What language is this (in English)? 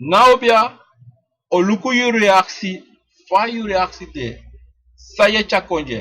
Sranan Tongo